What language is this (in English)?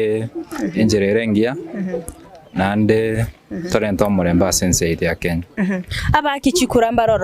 Gusii